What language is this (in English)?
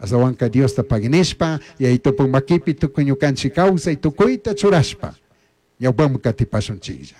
Chimborazo Highland Quichua